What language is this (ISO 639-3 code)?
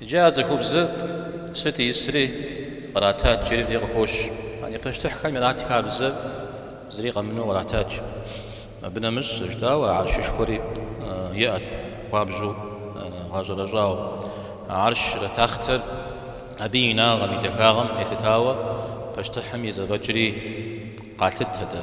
kbd